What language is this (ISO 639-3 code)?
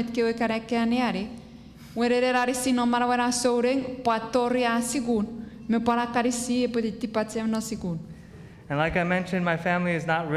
chk